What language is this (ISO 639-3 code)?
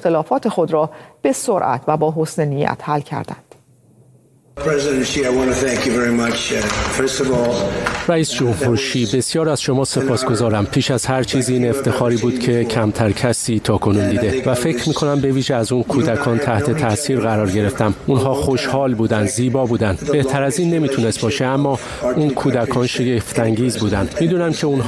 fas